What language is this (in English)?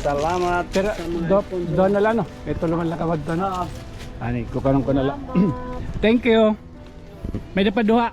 Waray